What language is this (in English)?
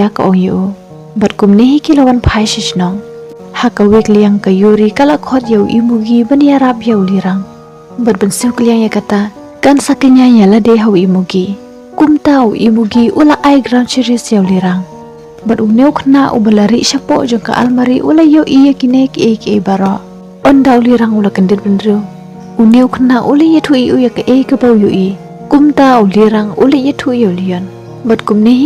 Khasi